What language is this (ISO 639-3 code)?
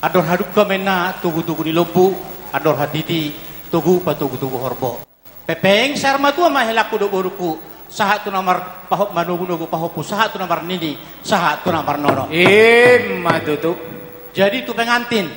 bbc